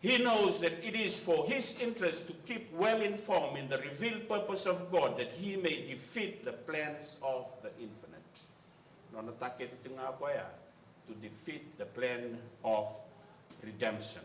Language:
Fijian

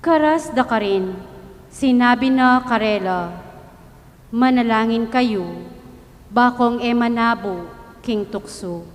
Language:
Pampanga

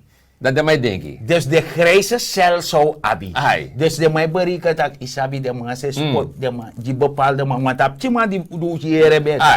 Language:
Sranan Tongo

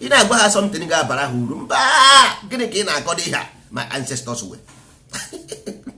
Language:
Igbo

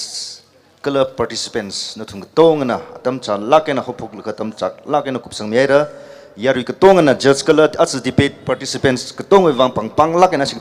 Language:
Tangkhul Naga (India)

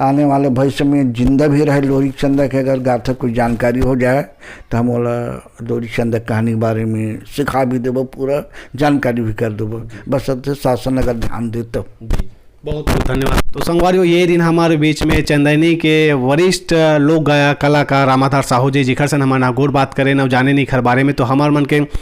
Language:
Chhattisgarhi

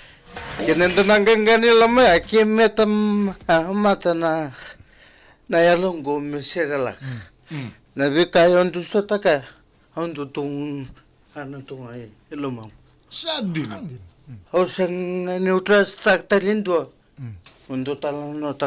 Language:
Fijian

